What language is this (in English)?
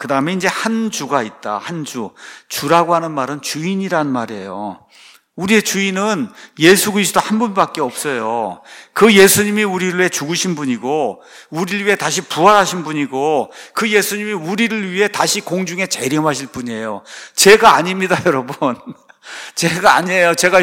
Korean